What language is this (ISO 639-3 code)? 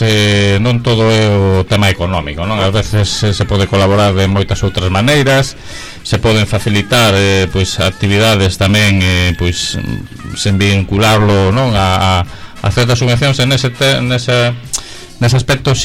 glg